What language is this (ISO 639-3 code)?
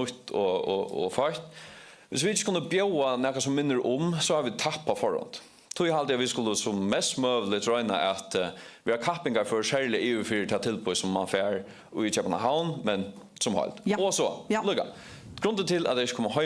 fao